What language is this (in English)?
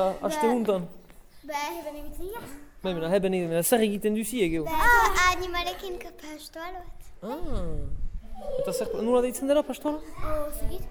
Basque